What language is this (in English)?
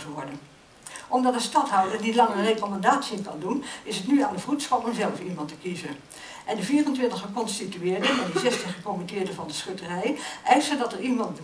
Dutch